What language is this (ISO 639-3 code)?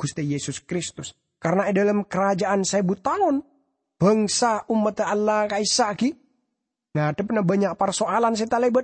mad